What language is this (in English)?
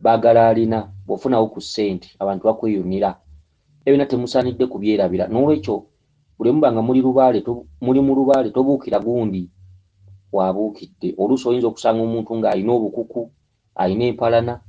Ganda